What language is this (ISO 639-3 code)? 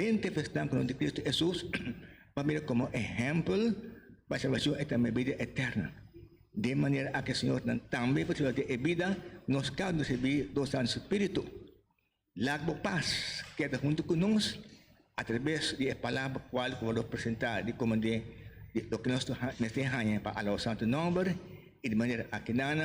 pap